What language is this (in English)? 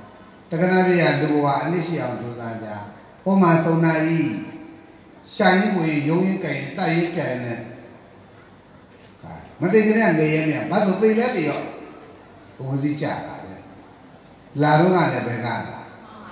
Burmese